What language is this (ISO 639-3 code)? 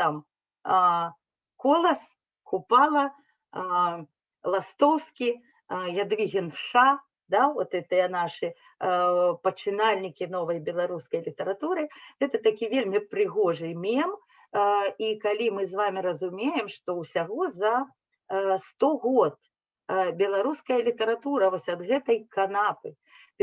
bel